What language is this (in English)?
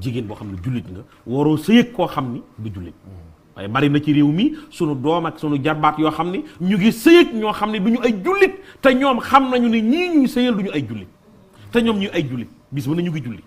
Wolof